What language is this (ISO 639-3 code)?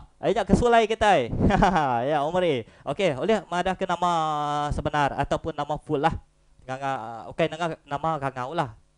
iba